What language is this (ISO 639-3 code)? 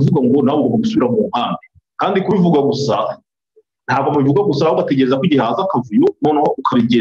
kin